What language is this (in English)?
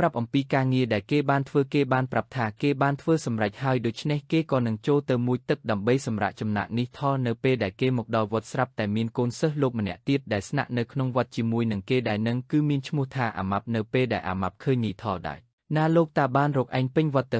Khmer